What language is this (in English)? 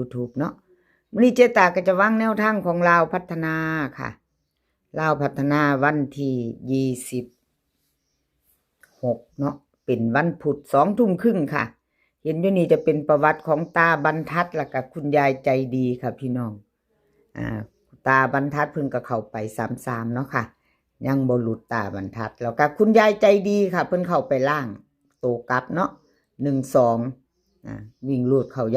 Northeastern Thai